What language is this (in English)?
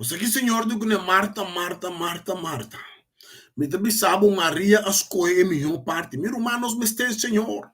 Papiamento